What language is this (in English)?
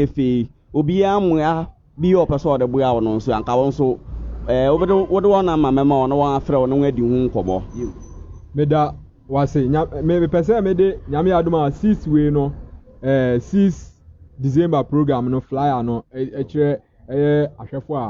Akan